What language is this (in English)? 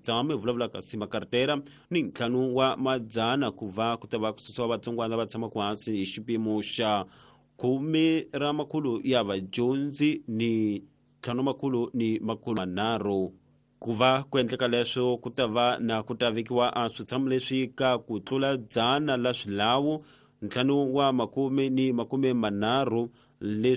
Tsonga